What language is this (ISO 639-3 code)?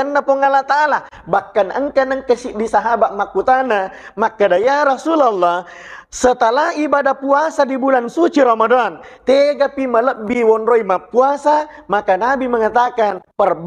bug